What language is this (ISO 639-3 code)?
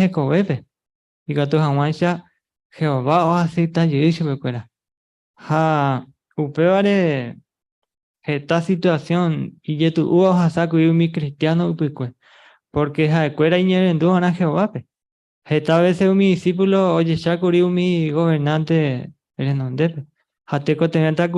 grn